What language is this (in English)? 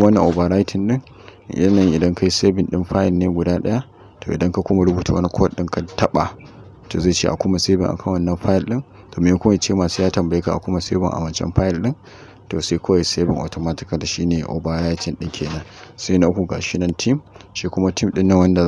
Hausa